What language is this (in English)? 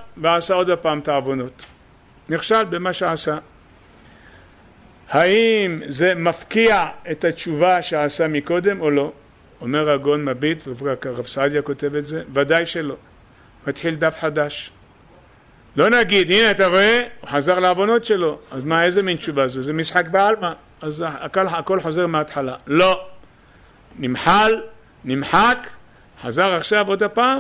Hebrew